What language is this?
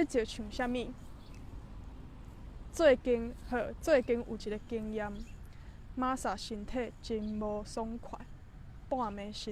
Min Nan Chinese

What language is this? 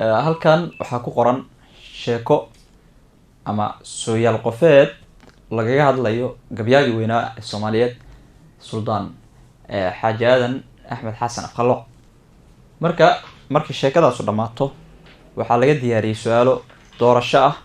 Somali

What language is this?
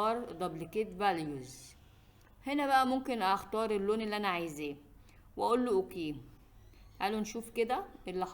Egyptian Arabic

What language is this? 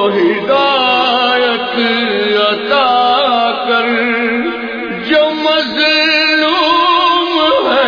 Urdu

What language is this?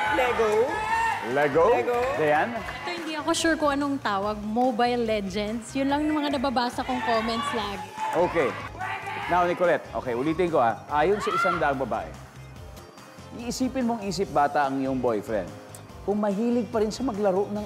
Filipino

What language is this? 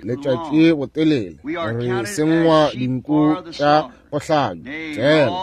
Northern Sotho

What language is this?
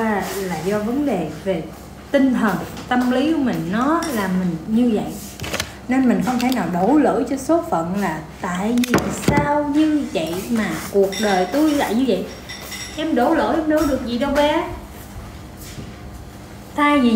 Vietnamese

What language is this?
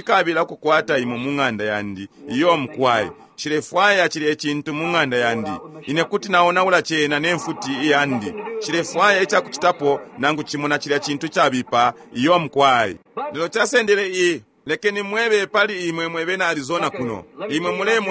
Bemba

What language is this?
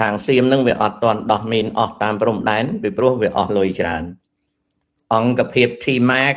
Khmer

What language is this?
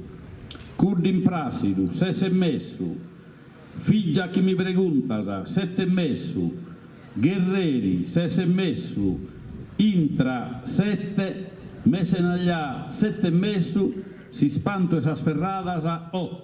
Sardinian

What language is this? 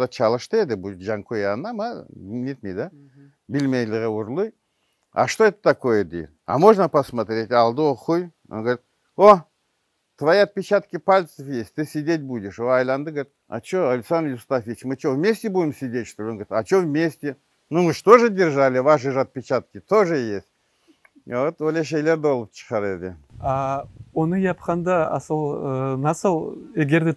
Crimean Tatar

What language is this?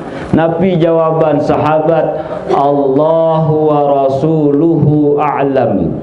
Sasak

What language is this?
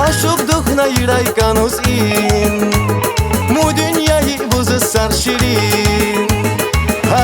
Tabassaran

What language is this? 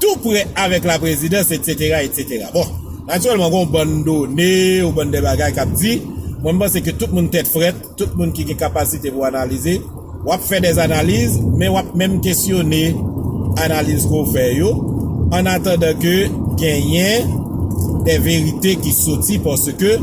Haitian Creole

